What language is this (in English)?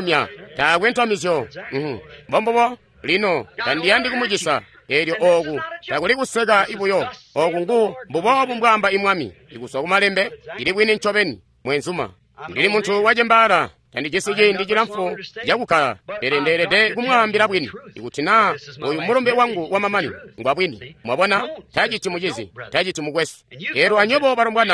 Tonga (Zambia)